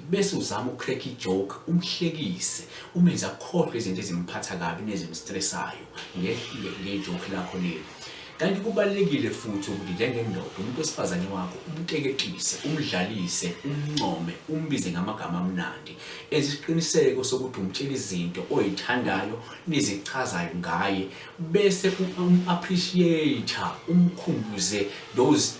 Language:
Zulu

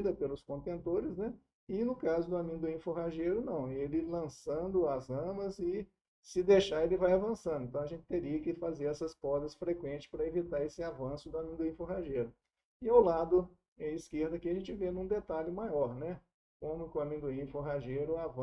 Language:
Portuguese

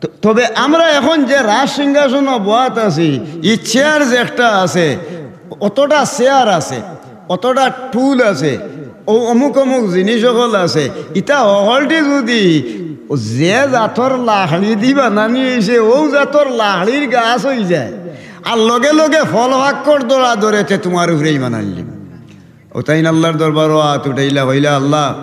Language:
Sylheti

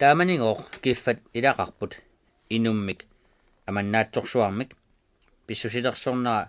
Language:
Kalaallisut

